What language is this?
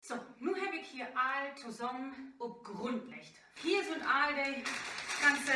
Low German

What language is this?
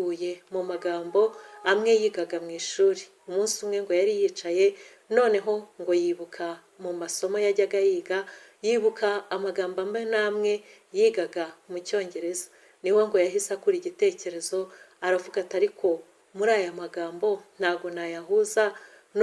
Kinyarwanda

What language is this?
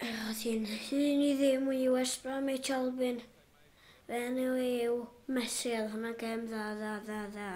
Welsh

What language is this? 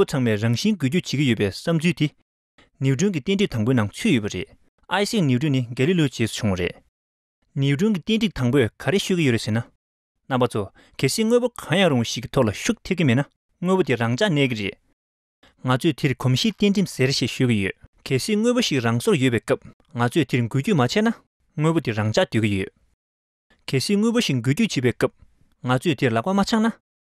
Tibetan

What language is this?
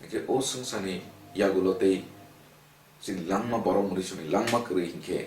Kok Borok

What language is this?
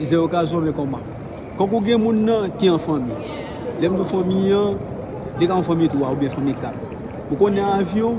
Haitian Creole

